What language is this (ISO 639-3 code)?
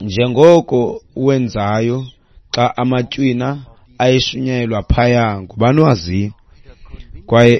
xho